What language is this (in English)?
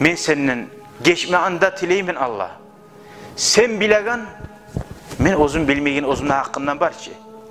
Kumyk